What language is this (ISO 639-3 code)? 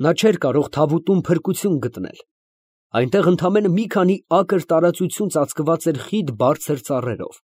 hye